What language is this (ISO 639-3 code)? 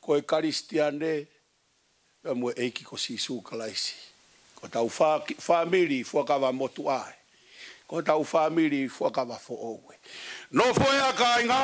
ton